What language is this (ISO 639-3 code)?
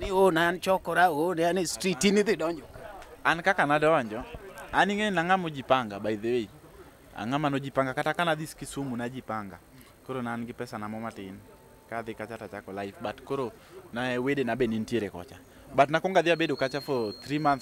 luo